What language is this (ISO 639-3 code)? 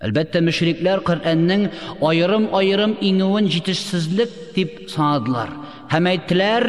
tat